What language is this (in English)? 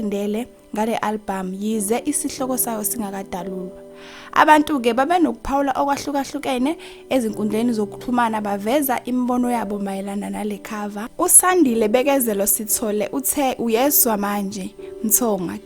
Zulu